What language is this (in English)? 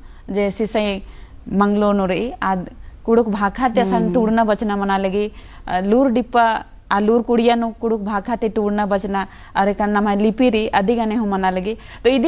Kurukh